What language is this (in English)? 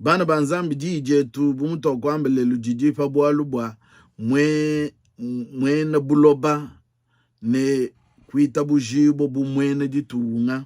Luba-Lulua